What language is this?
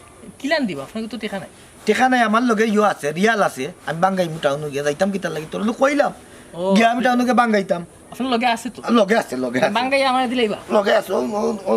Sylheti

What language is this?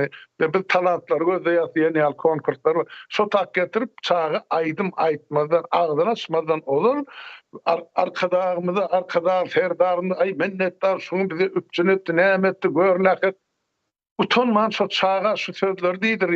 Turkmen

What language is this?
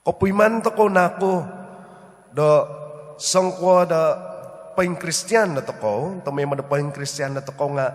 Central Dusun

